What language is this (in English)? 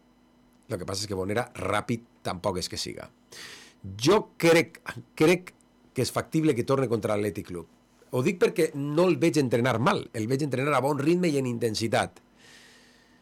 Catalan